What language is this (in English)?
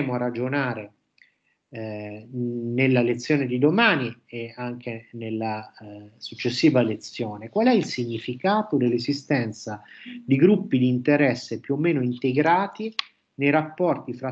Italian